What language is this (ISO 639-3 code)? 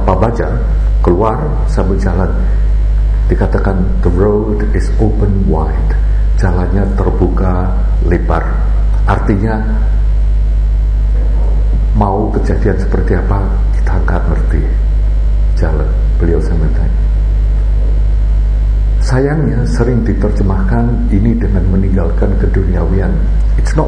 ind